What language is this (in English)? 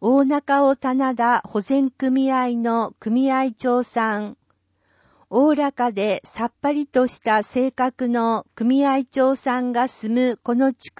Japanese